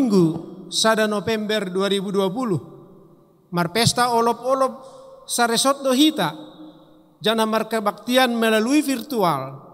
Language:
Batak Simalungun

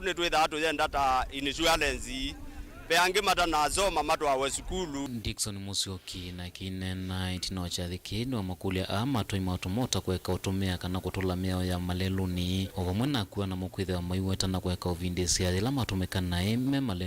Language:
Kamba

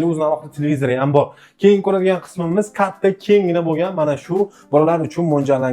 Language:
Uzbek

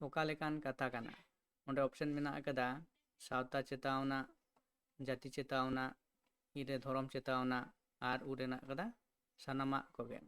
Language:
Santali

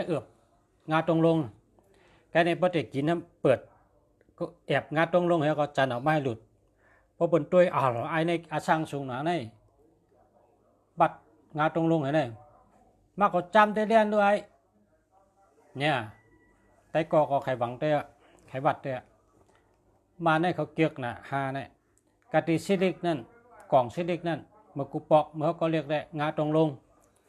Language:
Shan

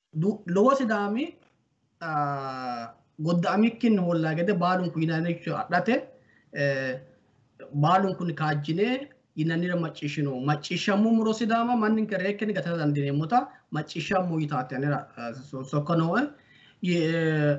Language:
Sidamo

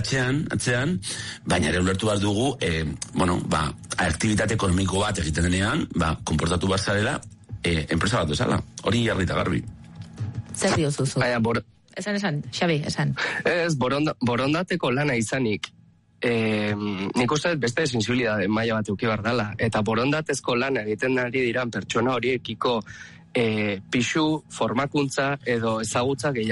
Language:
Basque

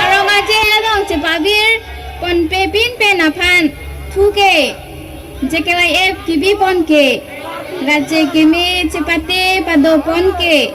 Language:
Karbi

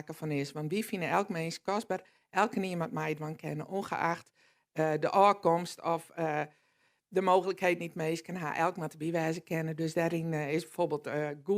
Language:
Western Frisian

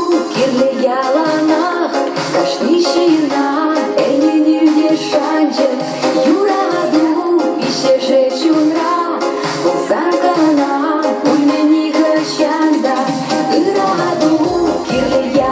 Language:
Chuvash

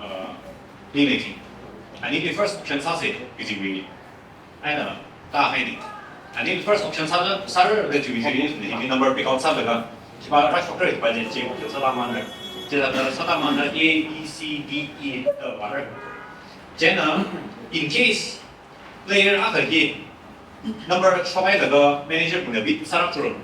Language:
Tangkhul Naga (India)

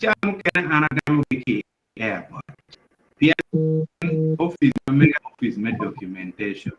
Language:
Acoli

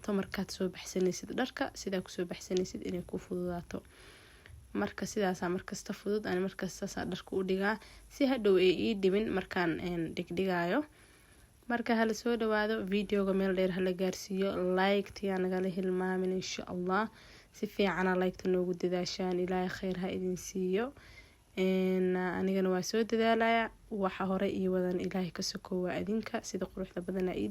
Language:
Somali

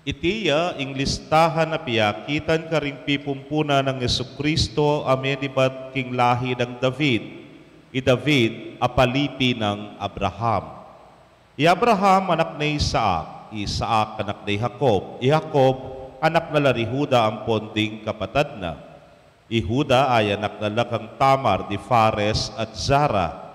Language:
Pampanga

